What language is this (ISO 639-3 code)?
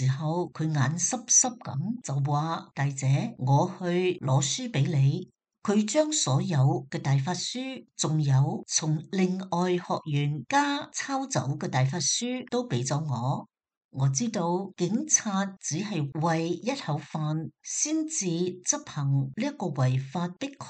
yue